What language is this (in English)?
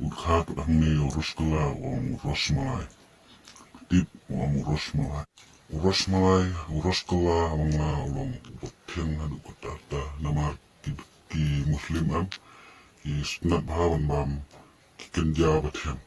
Khasi